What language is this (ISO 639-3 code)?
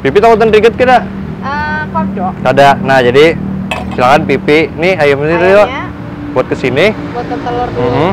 bjn